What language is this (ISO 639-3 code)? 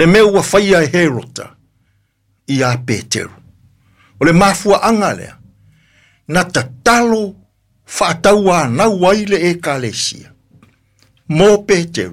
smo